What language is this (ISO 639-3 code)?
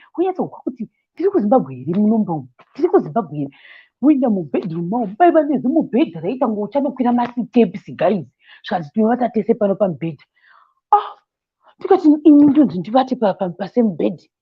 sna